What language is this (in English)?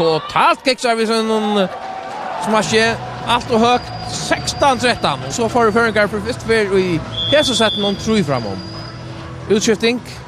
Faroese